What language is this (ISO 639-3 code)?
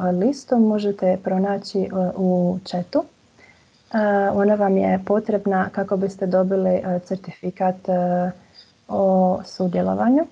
hrv